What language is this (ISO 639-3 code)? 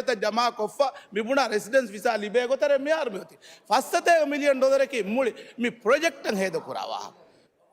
div